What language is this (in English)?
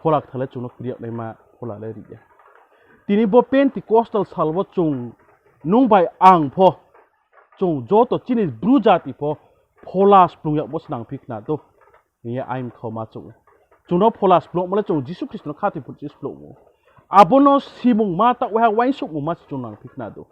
Riang (India)